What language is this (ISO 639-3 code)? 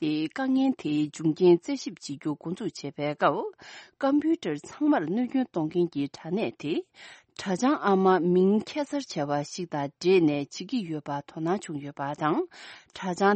bod